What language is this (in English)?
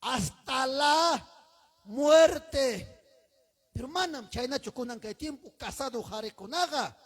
Ayacucho Quechua